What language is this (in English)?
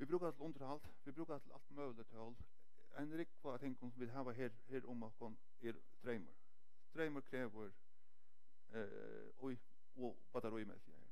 Faroese